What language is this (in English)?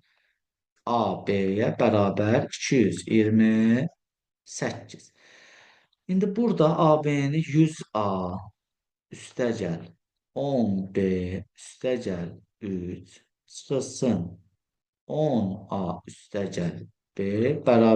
Azerbaijani